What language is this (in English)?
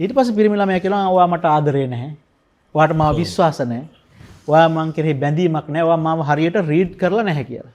Sinhala